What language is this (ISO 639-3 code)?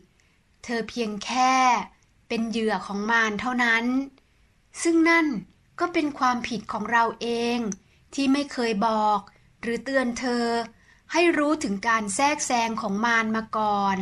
tha